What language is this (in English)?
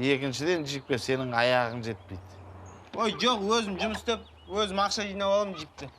Kazakh